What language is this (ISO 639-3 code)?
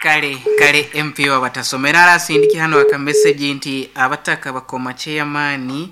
nyn